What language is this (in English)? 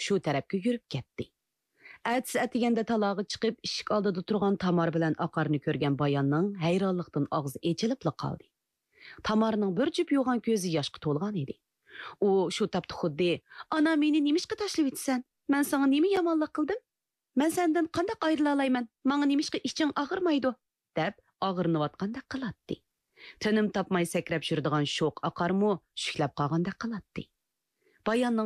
Uyghur